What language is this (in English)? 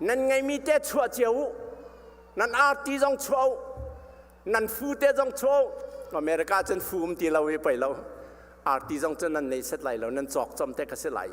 Hakha Chin